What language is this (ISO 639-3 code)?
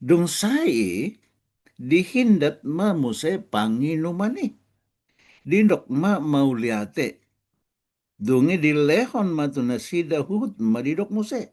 bbc